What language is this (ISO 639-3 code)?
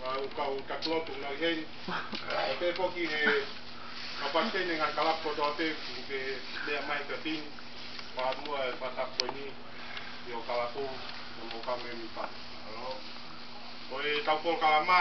ton